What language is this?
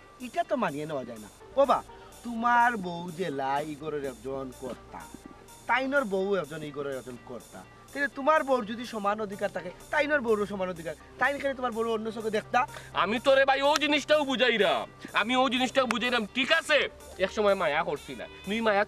Sylheti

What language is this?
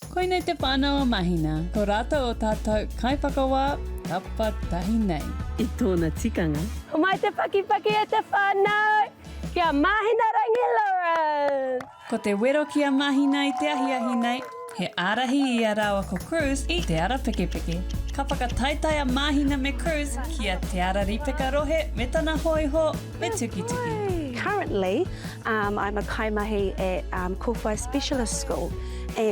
Māori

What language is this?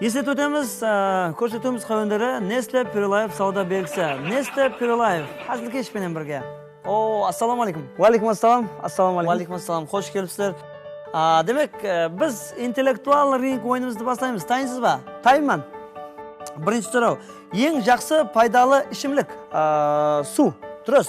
Kara-Kalpak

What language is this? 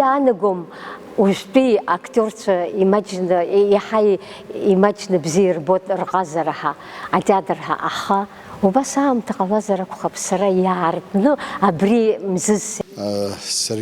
Abkhazian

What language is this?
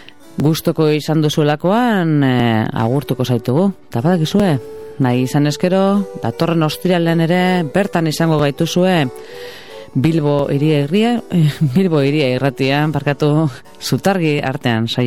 Basque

